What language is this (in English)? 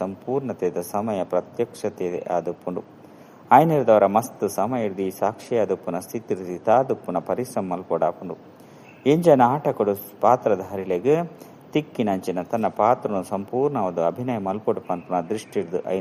Tulu